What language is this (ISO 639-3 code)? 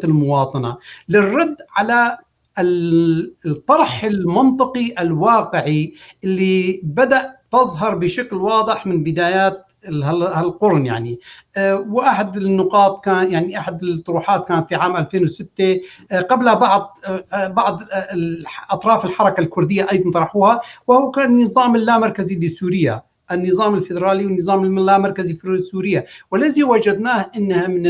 apc